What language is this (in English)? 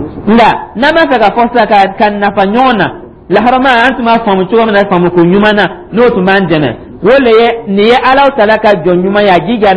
Dyula